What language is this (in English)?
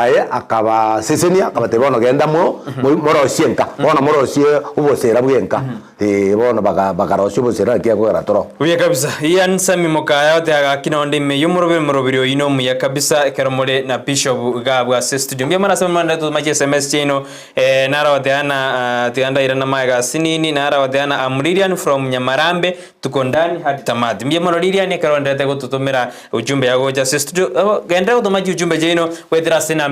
Gusii